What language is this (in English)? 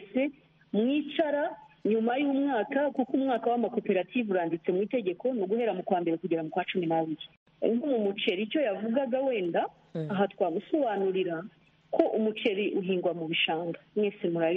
Kinyarwanda